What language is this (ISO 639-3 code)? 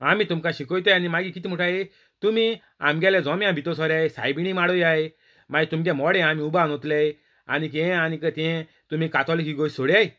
kok